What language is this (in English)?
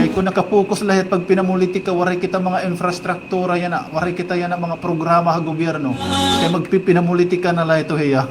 Waray